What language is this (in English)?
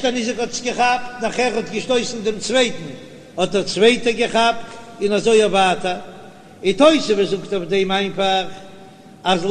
Yiddish